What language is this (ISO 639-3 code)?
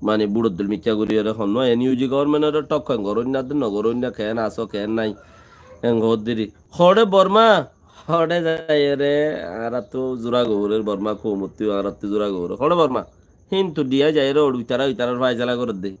rhg